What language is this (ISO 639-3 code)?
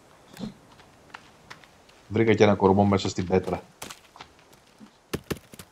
ell